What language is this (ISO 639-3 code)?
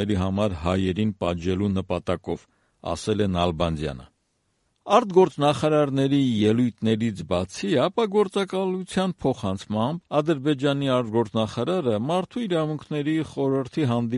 hye